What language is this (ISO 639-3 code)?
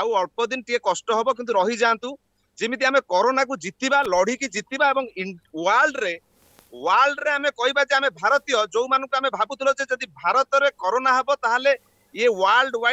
ori